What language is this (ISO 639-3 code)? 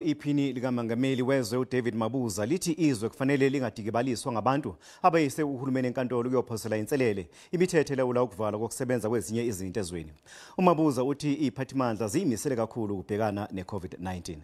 zul